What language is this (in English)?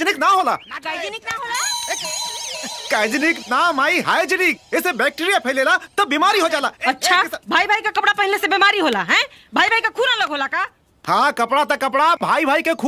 Bhojpuri